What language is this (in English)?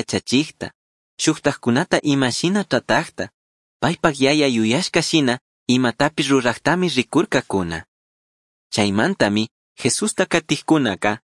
Chimborazo Highland Quichua